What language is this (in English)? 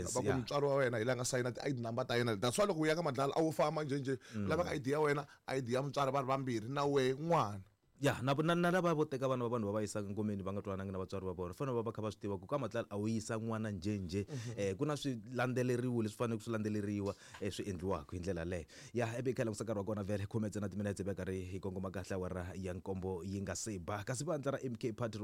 Tsonga